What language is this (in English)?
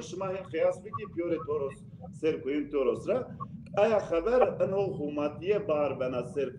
Zaza